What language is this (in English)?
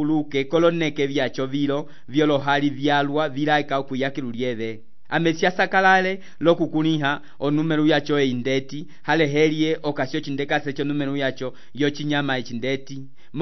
Umbundu